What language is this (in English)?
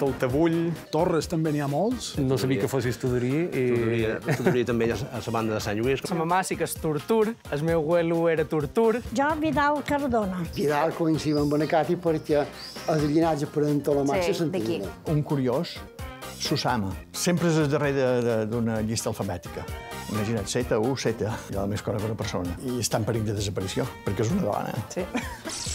Catalan